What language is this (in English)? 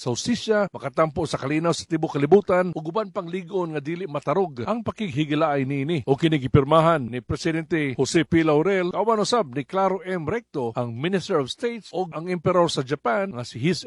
Cebuano